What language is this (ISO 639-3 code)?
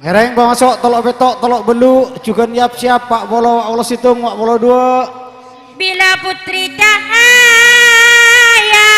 mad